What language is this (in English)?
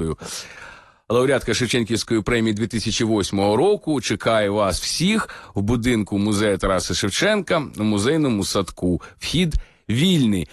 Ukrainian